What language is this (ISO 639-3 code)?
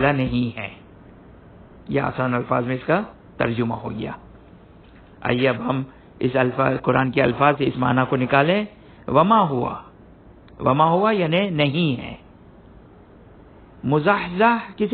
urd